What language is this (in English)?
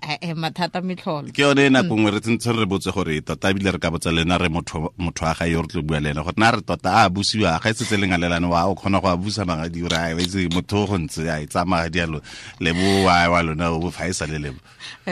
Tswana